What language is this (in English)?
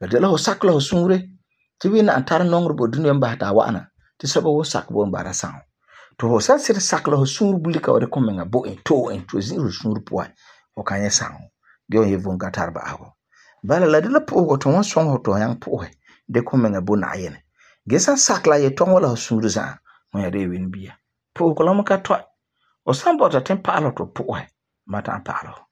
Frafra